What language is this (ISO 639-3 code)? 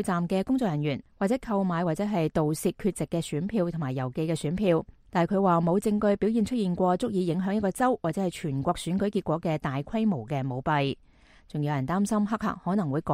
yue